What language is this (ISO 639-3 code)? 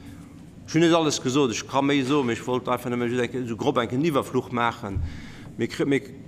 ltz